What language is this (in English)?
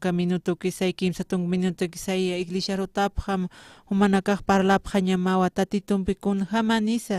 Aymara